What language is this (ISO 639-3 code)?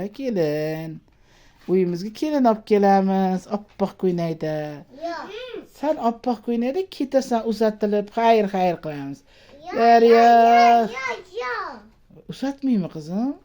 uzb